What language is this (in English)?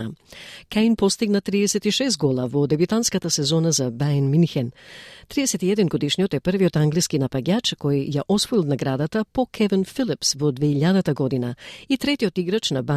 Macedonian